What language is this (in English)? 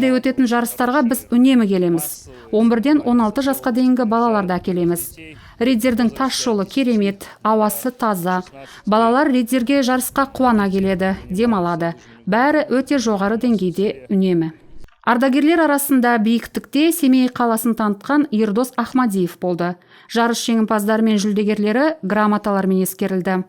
Kazakh